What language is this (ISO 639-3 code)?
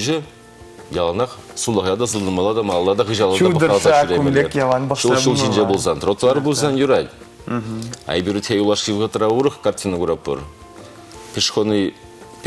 chv